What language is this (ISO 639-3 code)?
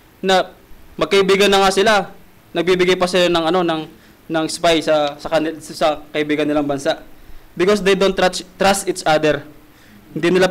fil